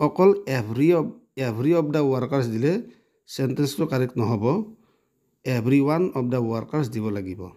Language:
Assamese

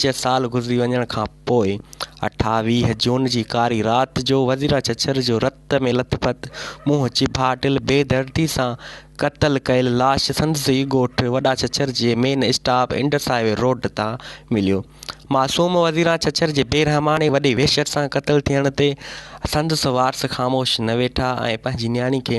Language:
Sindhi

